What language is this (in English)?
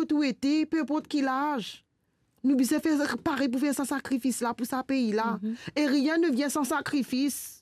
Morisyen